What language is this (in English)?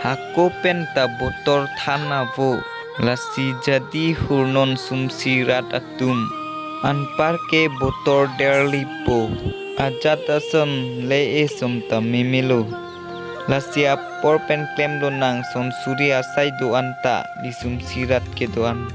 Karbi